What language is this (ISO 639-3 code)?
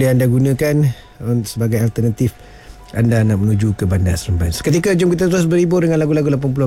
msa